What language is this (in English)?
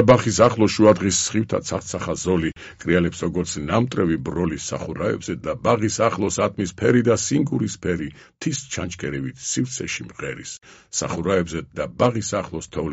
Georgian